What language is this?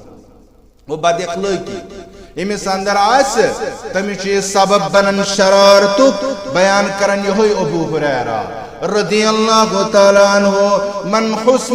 Kashmiri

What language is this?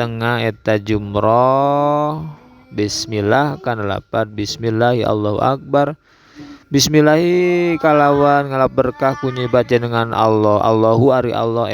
Sundanese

